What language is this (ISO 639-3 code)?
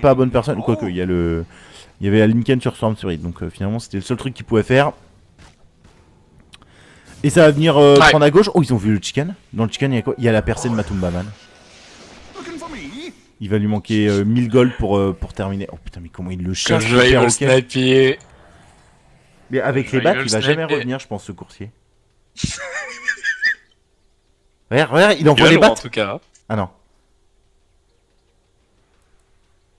fra